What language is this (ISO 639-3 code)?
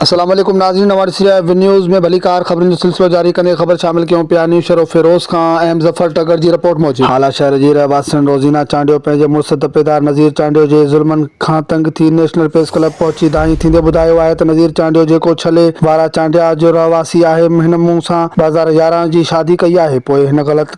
snd